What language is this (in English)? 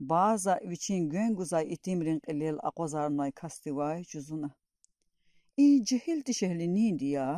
Lezghian